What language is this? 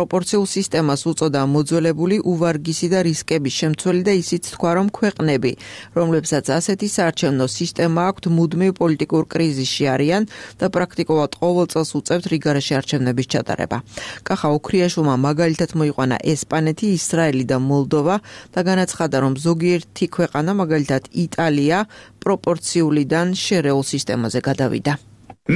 Georgian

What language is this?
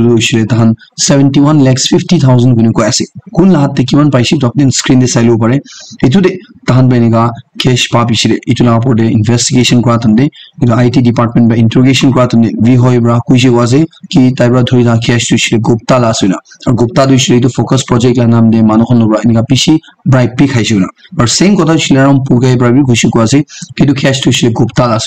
Naga Pidgin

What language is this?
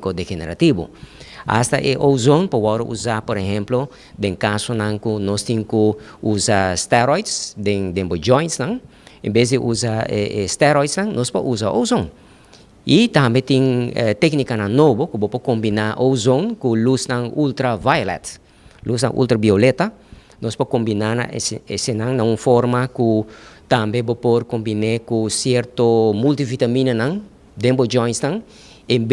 Papiamento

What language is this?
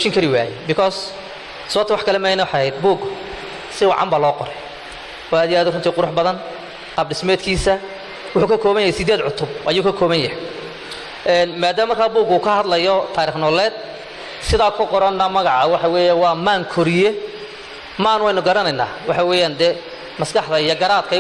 Somali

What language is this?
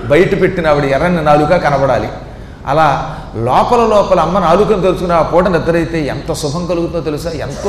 Telugu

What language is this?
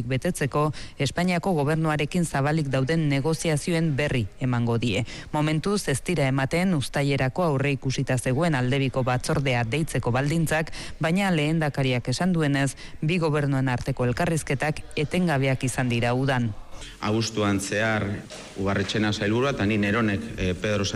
Basque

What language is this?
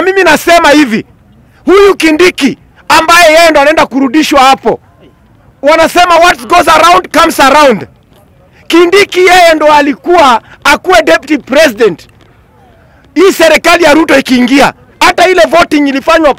Swahili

